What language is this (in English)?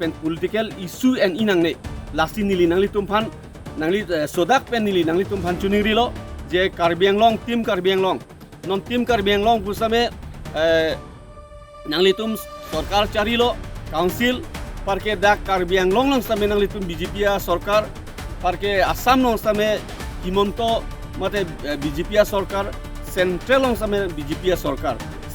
Karbi